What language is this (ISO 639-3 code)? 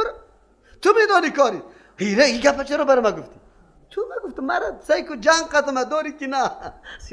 fas